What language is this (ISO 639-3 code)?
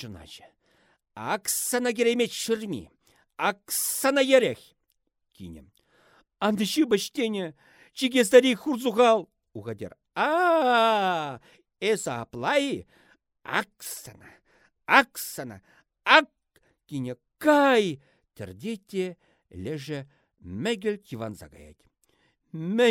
chv